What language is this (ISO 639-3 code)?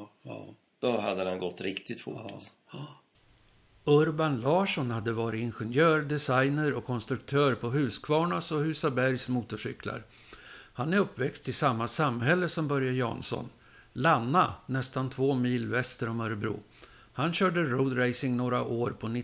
swe